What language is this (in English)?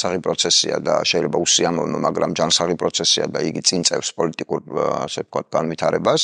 Georgian